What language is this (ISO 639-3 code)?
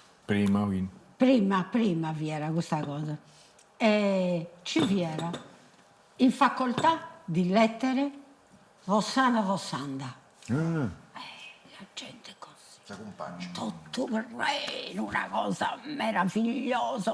srd